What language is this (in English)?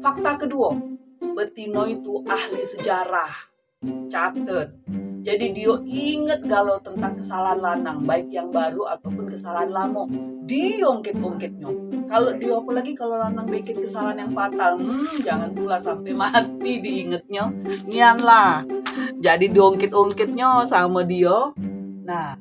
Musi